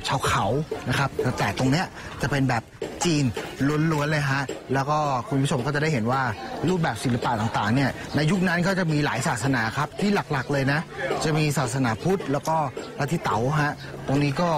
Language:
Thai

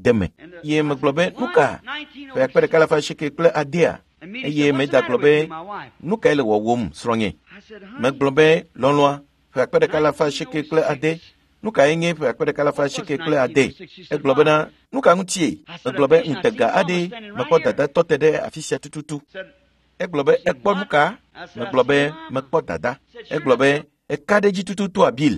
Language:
Ewe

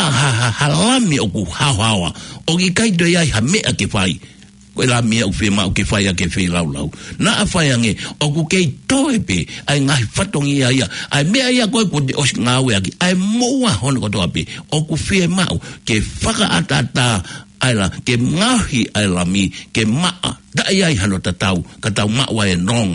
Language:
Tongan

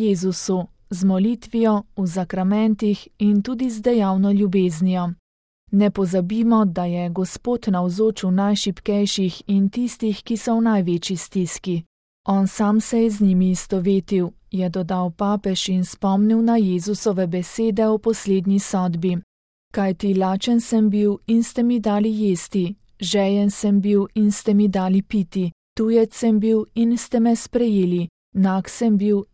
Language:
Slovenian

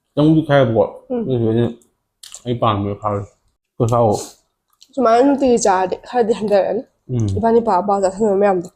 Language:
Manipuri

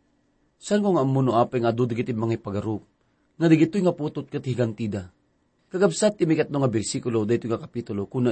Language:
Iloko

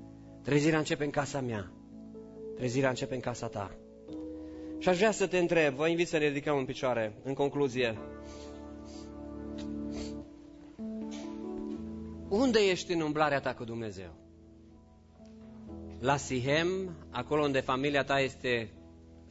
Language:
Romanian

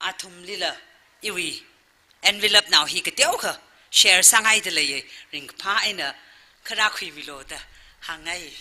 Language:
Tangkhul Naga (India)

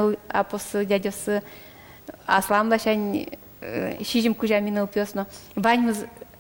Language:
Udmurt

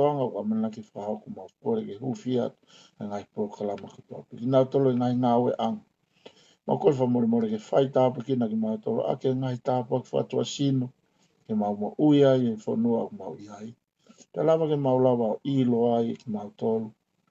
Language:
Tongan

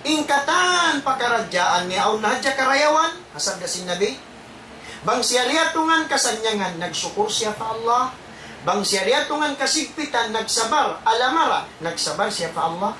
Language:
Tausug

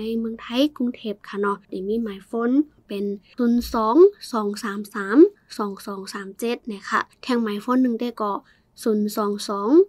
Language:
Shan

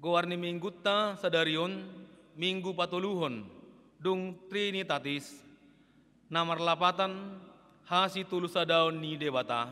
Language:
Batak Toba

